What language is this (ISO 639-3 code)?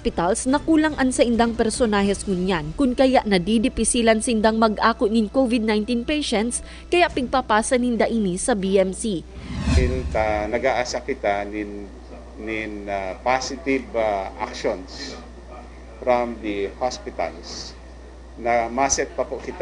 bik